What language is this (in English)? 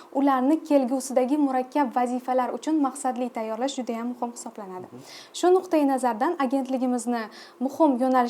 Uzbek